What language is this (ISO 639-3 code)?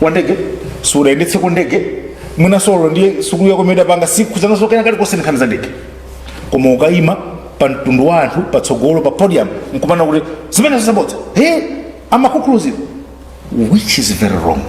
nya